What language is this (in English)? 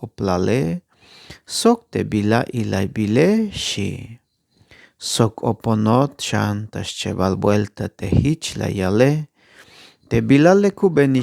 Tzeltal